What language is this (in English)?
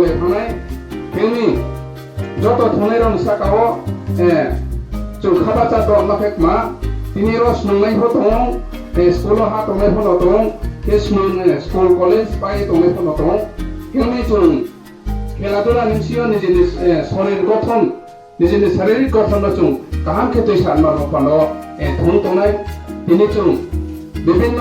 Riang (India)